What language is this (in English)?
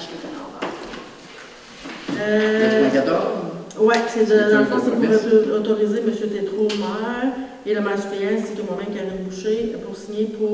French